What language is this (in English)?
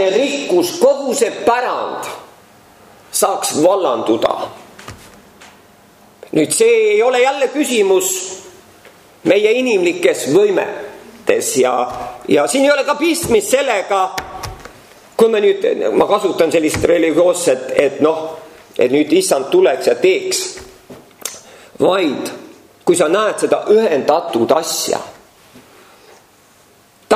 Estonian